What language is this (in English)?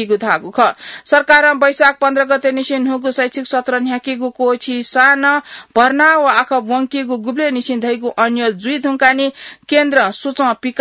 Newari